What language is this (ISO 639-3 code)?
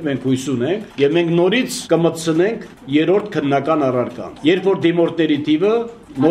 hye